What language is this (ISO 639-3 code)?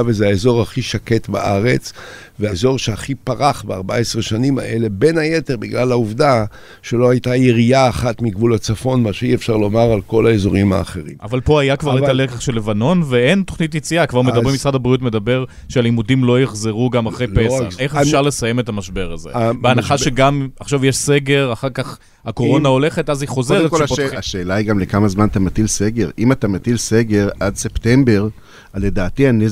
heb